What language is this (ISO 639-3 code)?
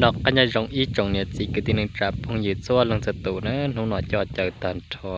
hmn